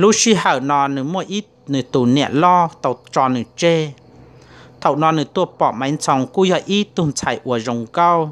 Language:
Hmong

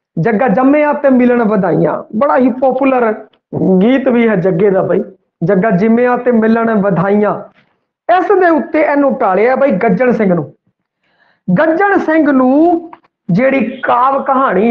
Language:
Punjabi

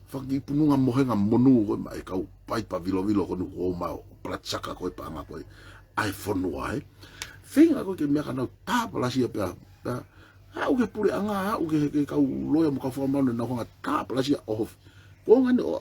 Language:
Tongan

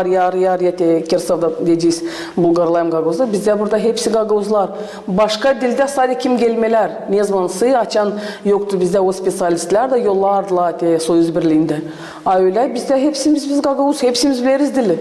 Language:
Gagauz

